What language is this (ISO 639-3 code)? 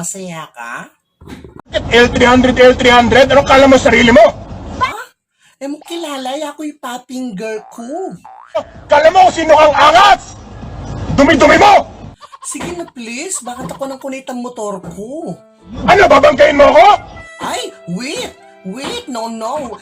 pam